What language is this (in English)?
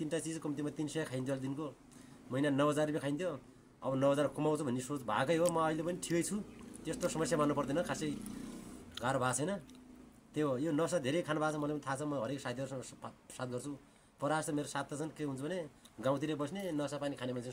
Nepali